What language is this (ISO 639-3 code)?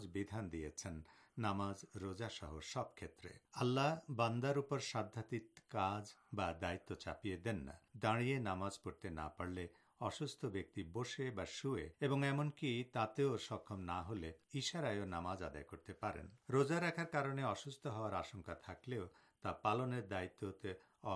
ben